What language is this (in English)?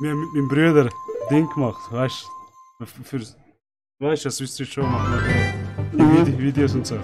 Swiss German